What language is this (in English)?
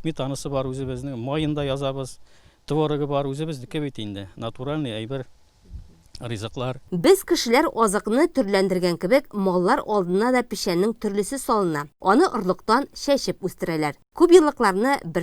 Tatar